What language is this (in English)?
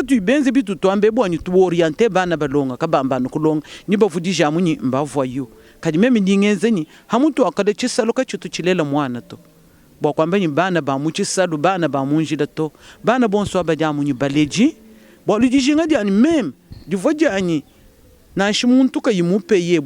Luba-Lulua